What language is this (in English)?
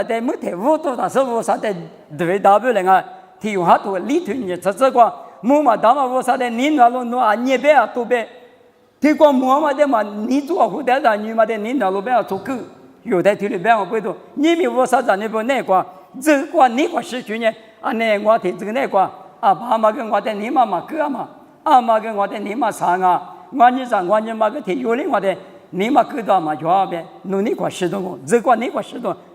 Lisu